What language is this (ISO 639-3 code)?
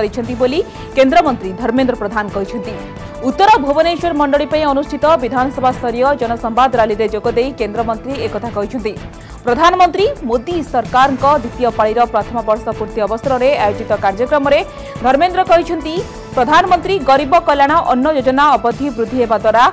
ori